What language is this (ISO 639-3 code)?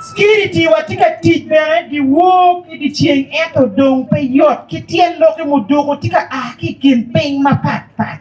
ach